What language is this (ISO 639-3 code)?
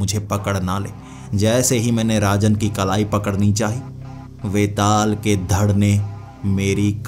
hin